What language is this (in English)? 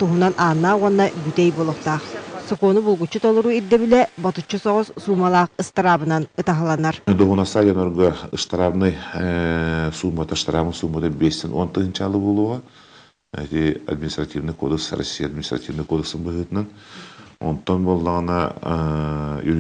Yakut